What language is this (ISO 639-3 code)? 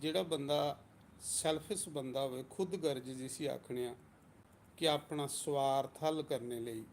doi